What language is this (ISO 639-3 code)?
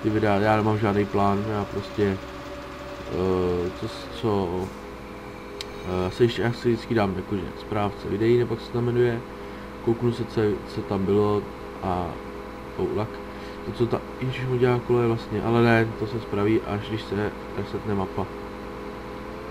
ces